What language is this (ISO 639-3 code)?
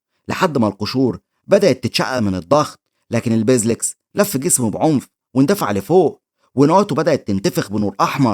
arz